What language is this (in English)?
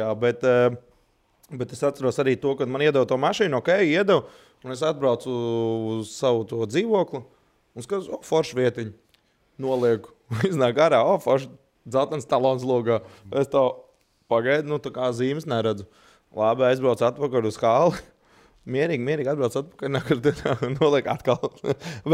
Latvian